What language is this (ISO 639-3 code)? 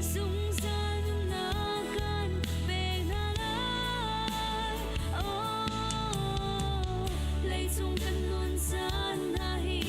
cnh